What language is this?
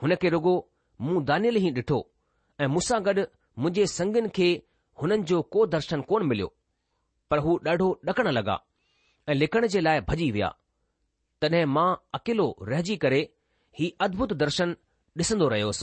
Sindhi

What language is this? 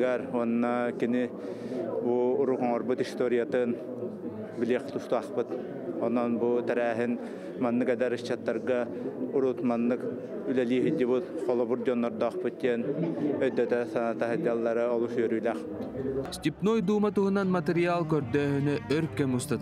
Yakut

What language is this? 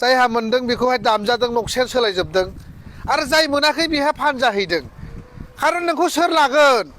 Bodo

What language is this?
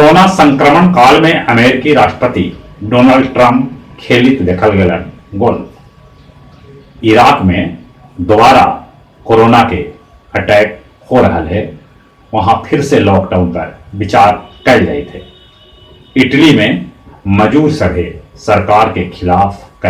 Magahi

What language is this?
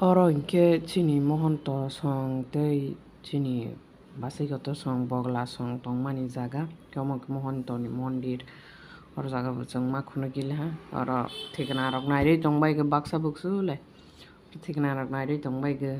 Kok Borok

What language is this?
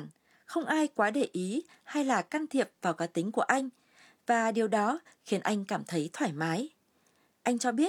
Vietnamese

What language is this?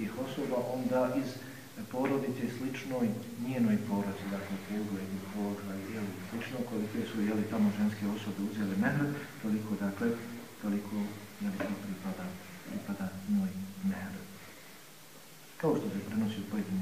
Bosnian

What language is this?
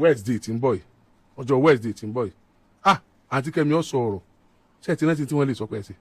Yoruba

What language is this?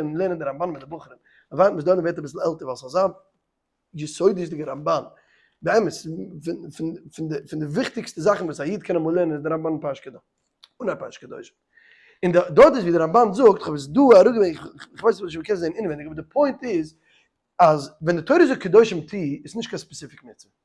Yiddish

